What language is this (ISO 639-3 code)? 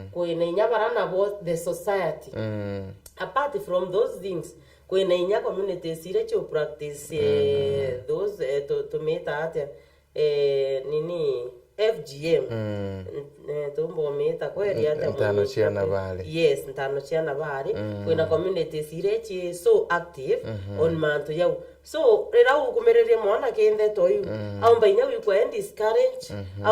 mer